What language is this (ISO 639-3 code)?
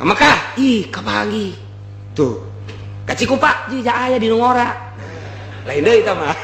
sun